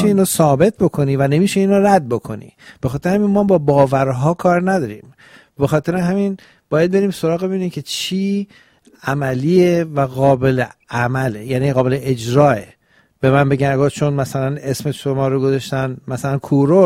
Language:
Persian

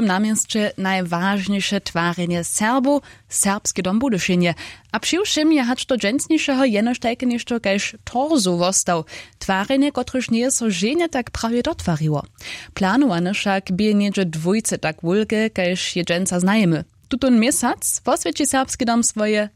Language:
Upper Sorbian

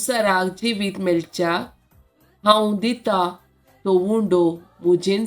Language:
Konkani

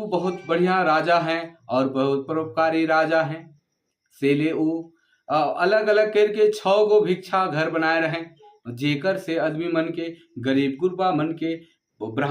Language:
Sadri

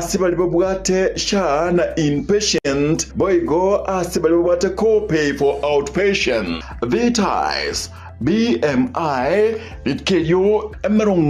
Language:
Gusii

